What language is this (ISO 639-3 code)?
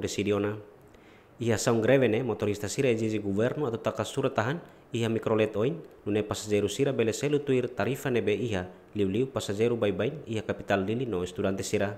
tet